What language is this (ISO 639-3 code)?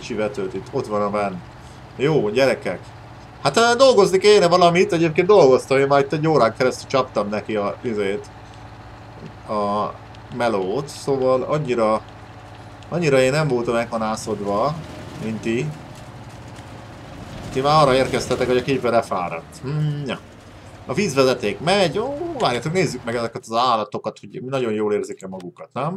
hun